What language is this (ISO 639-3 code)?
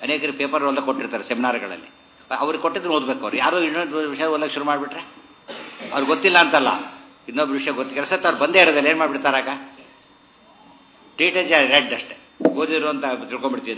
kan